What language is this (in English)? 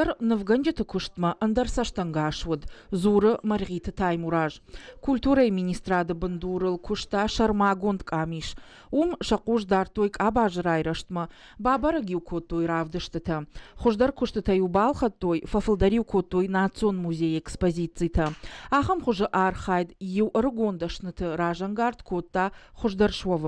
Ossetic